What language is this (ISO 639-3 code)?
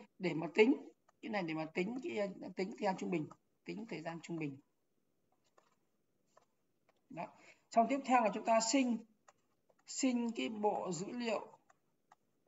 vie